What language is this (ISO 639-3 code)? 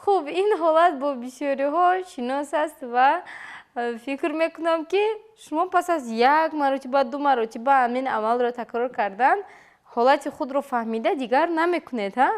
tgk